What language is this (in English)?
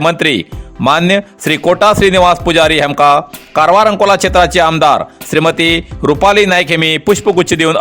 Konkani